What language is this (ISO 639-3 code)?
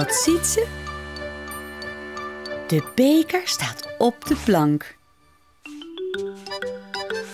nld